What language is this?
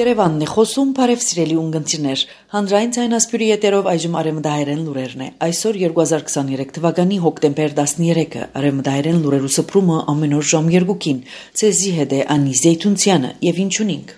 Armenian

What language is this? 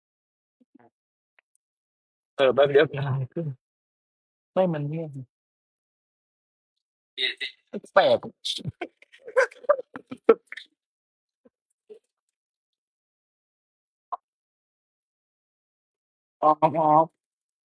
Thai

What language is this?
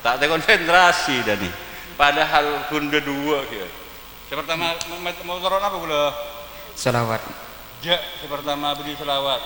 Madurese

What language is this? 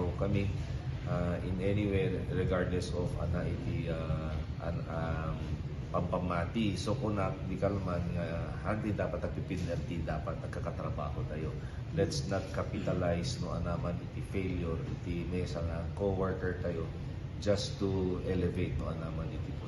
Iloko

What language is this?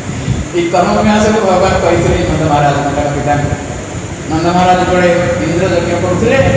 Odia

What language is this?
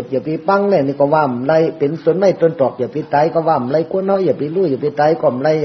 Shan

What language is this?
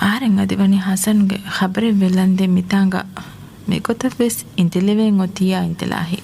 Divehi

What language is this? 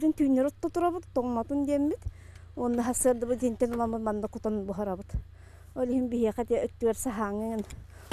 Yakut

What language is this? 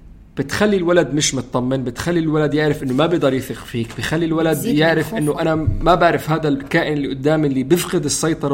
North Levantine Arabic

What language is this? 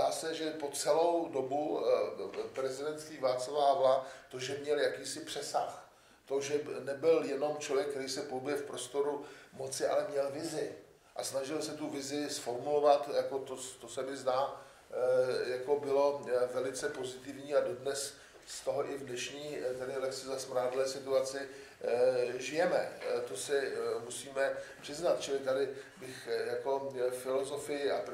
Czech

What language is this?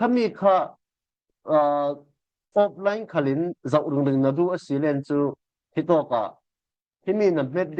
Falam Chin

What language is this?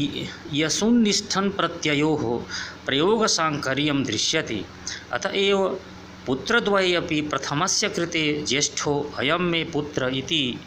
Sanskrit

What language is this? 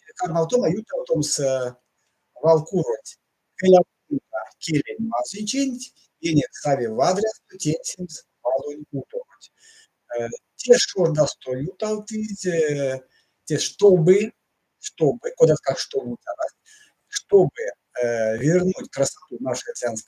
Erzya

